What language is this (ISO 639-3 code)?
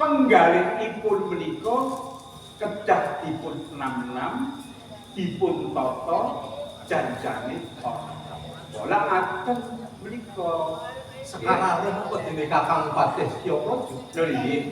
jav